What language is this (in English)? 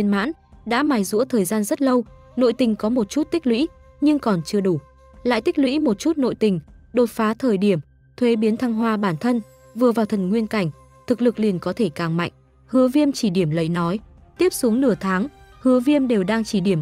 Vietnamese